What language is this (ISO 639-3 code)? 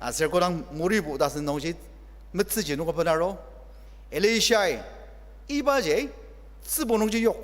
njo